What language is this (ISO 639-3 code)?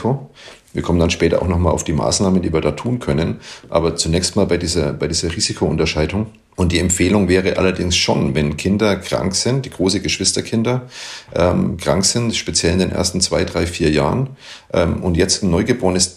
deu